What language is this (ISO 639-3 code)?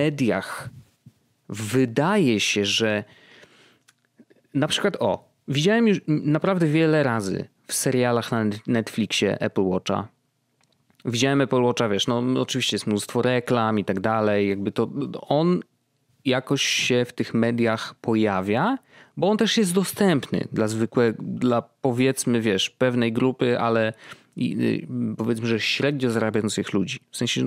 pol